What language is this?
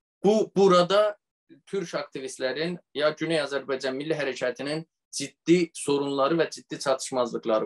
South Azerbaijani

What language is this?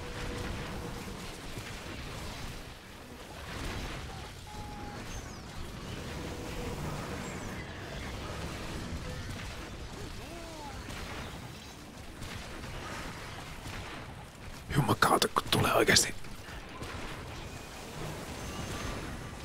Finnish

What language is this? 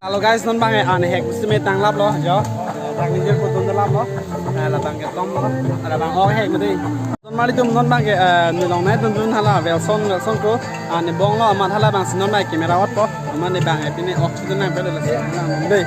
Karbi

